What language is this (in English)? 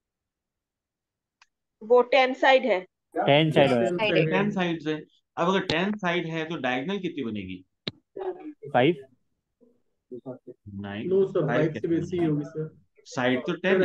Hindi